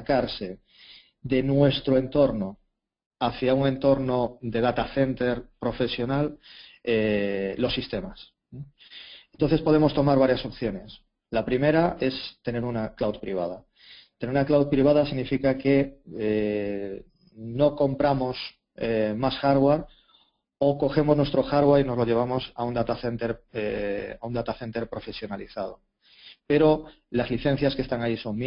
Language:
Spanish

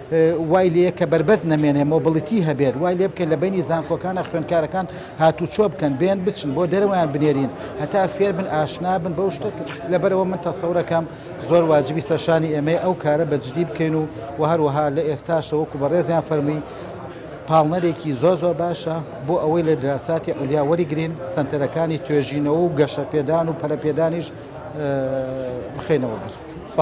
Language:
Central Kurdish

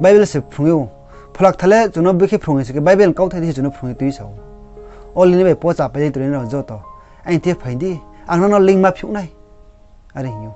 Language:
Riang (India)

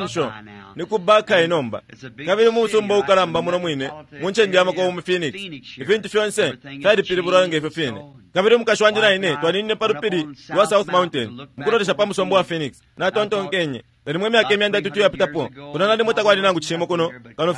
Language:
Bemba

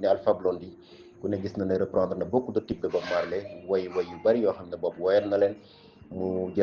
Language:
Wolof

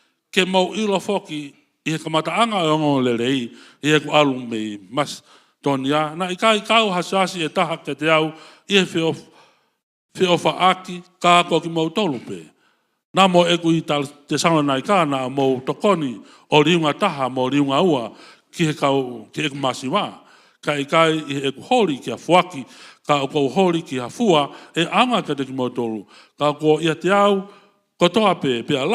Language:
Tongan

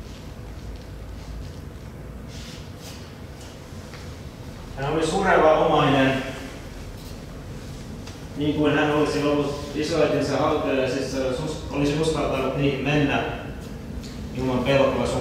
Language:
Finnish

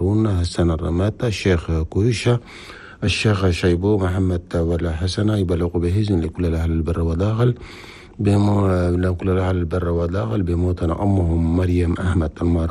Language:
Chadian Arabic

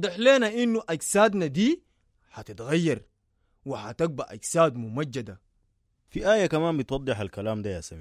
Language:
Sudanese Arabic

